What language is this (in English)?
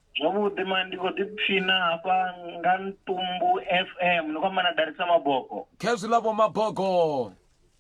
Venda